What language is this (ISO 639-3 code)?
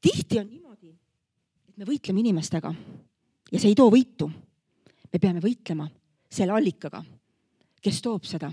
est